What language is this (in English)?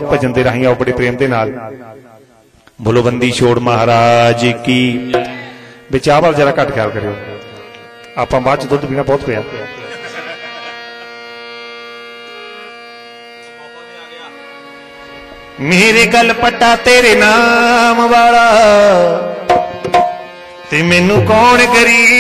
Punjabi